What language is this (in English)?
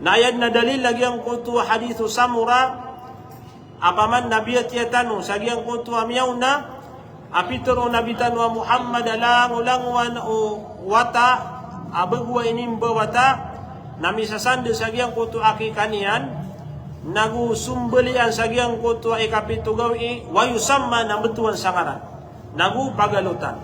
Maranao